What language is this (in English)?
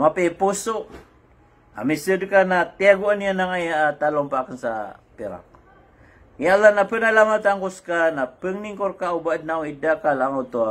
Maranao